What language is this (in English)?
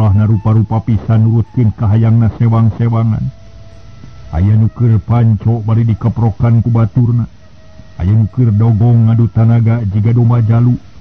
Sundanese